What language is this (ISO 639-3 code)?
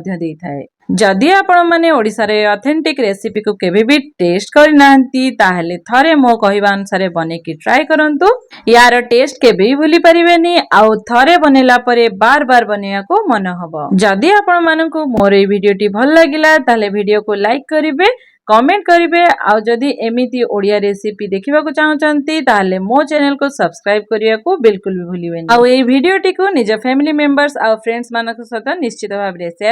ori